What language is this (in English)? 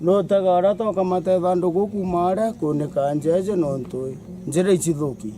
Meru